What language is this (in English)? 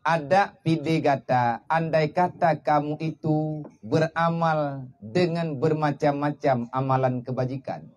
Achinese